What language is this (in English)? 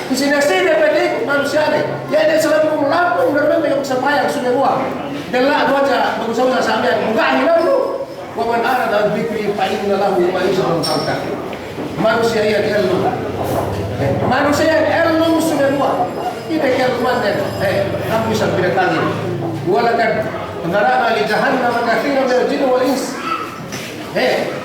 Yakan